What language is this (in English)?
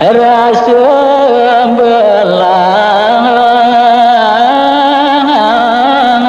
Balinese